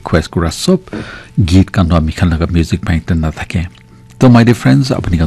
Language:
Naga Pidgin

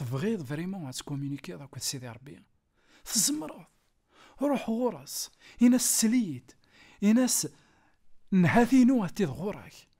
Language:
Kabyle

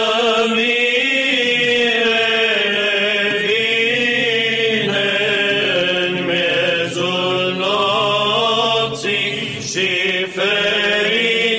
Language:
Romanian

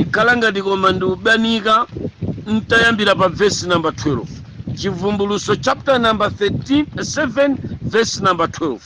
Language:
Nyanja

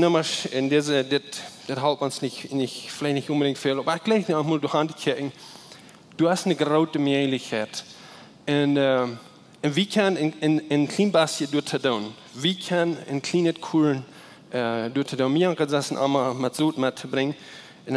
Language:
Plautdietsch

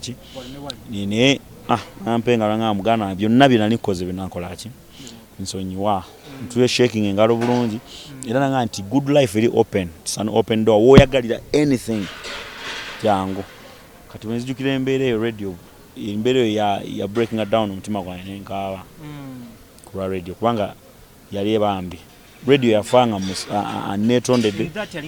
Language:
Ganda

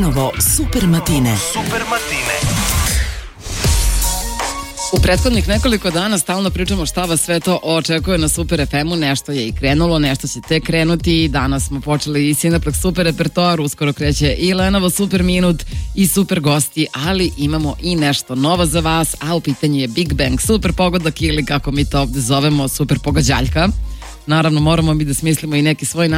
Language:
Serbian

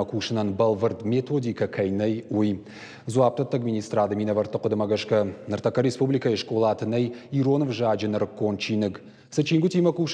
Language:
Ossetic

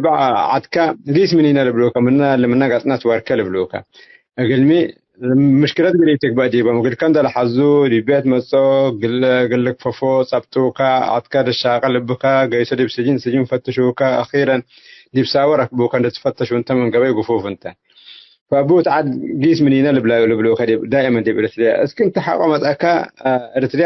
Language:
Tigre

